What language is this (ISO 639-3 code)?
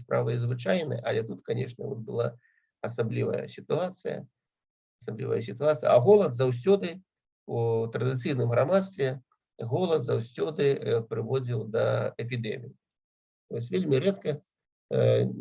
bel